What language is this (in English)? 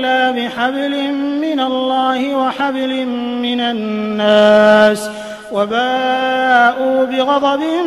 Arabic